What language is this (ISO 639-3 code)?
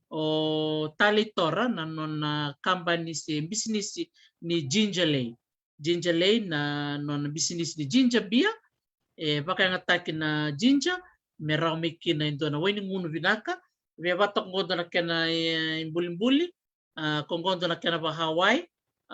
fij